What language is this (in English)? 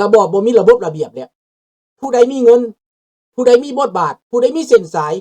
Lao